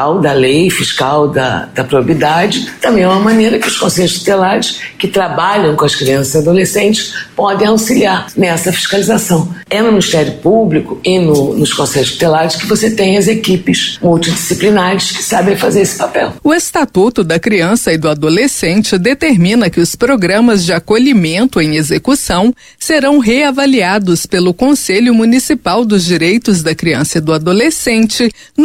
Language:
Portuguese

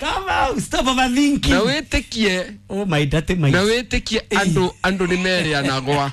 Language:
Kikuyu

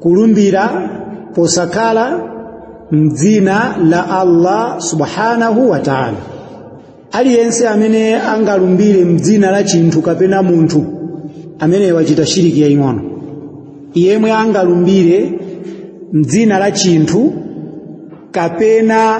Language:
Nyanja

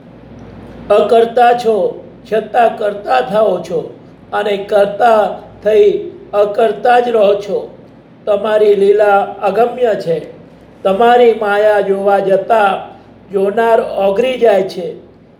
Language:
Gujarati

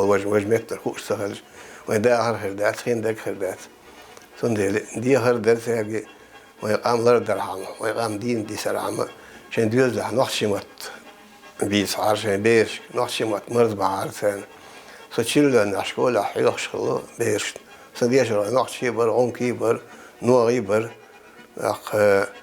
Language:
Chechen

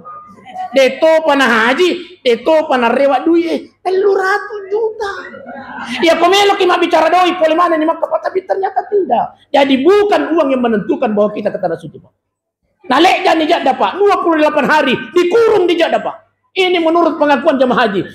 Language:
Buginese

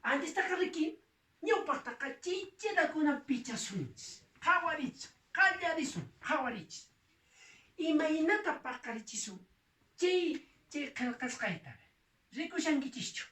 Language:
Quechua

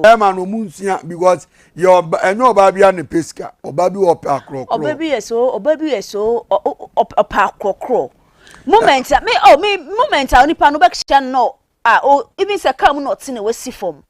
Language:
Akan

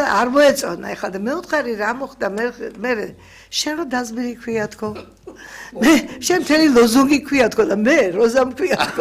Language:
Georgian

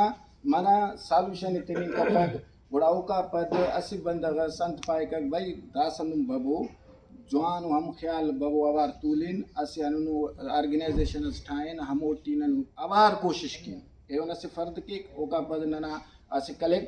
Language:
Brahui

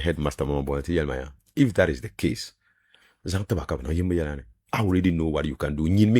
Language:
Dagbani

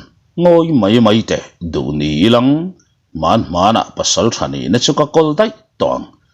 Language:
Mizo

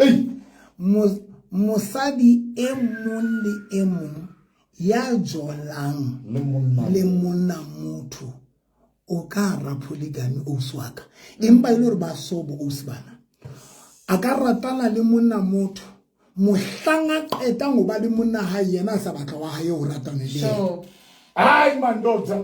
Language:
Southern Sotho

